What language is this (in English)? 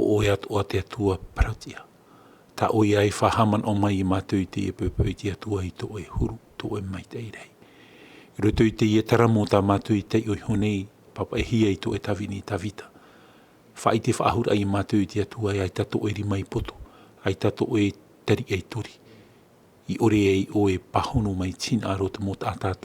Tahitian